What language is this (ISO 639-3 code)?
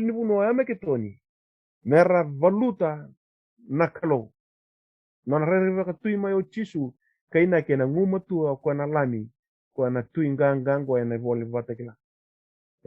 fij